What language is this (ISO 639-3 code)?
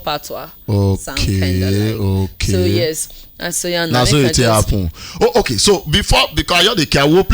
pcm